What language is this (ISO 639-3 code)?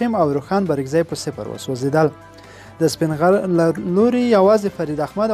pus